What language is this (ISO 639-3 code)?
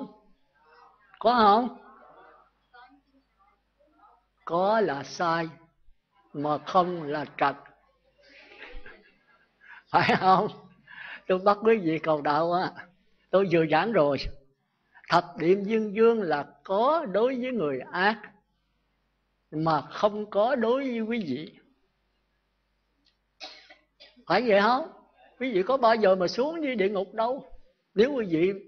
vie